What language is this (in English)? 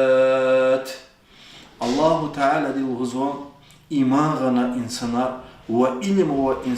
Lezghian